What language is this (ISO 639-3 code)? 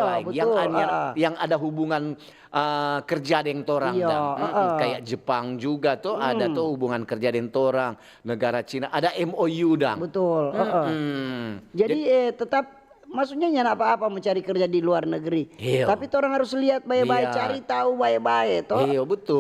xmm